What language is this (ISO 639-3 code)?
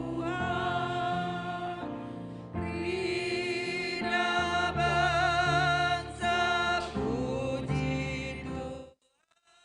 btx